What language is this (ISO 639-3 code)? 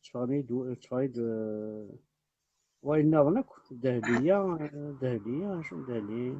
kab